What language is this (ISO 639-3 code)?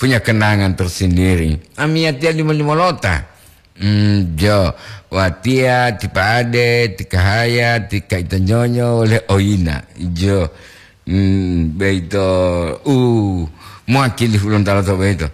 gor